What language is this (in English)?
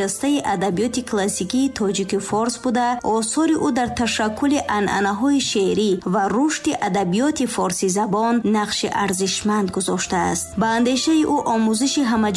Tajik